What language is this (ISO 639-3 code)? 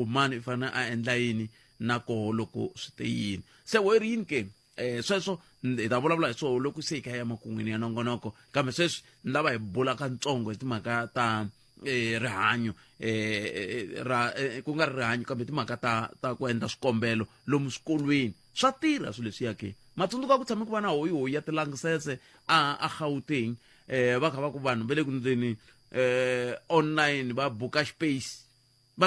tso